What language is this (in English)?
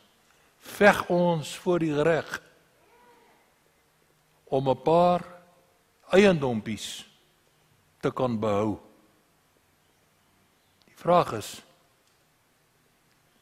Afrikaans